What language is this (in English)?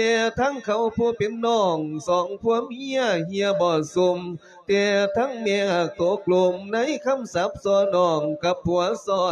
Lao